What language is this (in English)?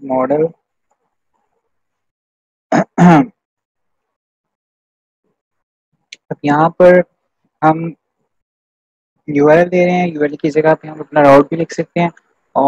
Hindi